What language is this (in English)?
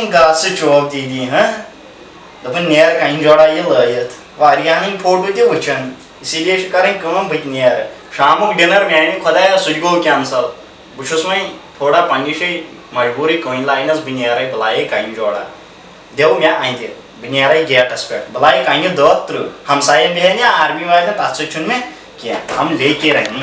Kashmiri